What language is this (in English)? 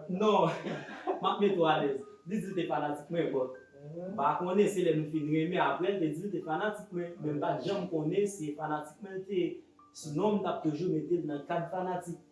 Haitian Creole